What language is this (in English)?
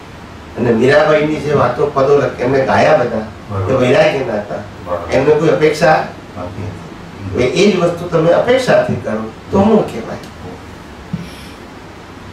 Gujarati